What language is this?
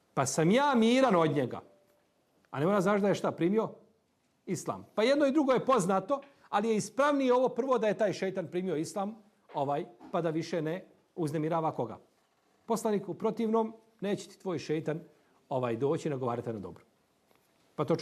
Bosnian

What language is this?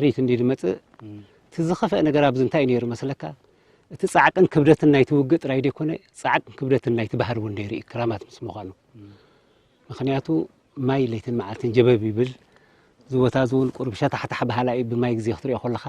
Tigrinya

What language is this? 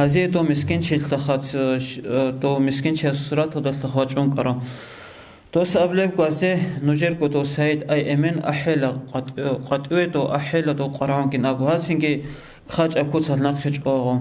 Avaric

